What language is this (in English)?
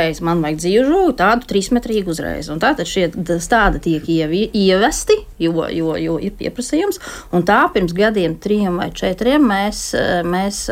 Latvian